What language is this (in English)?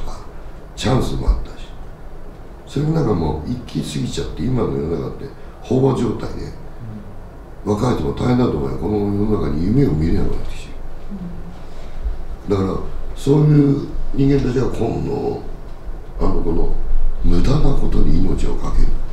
Japanese